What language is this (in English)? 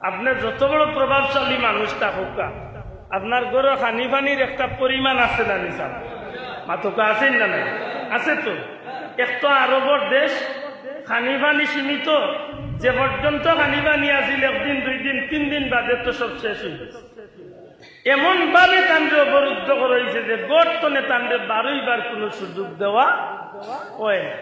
Sylheti